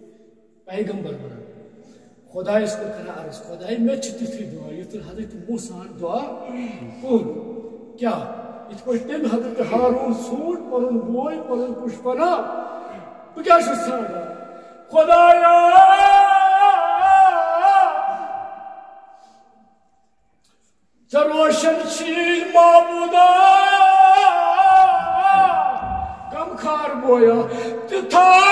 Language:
Kashmiri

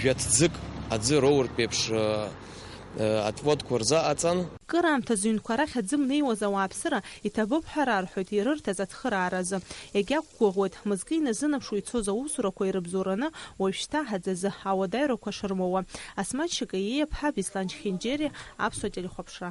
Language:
Abkhazian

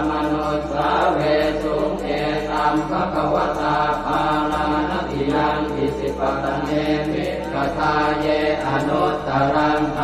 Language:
Pali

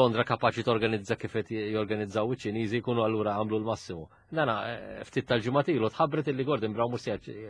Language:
Maltese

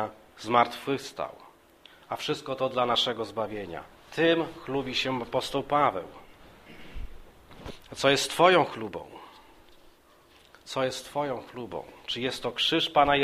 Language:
Polish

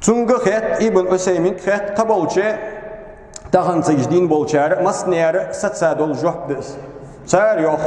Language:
Ingush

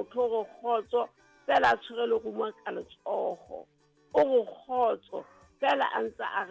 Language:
Southern Sotho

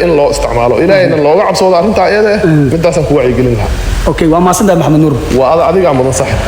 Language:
Somali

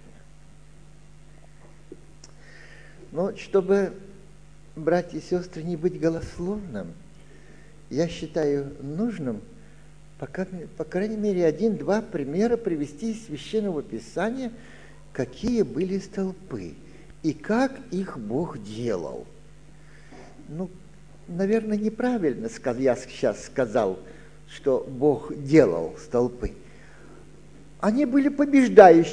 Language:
Russian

